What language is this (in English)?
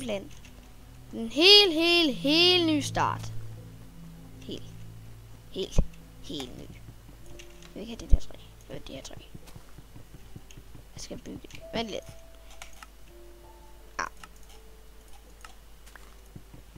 Danish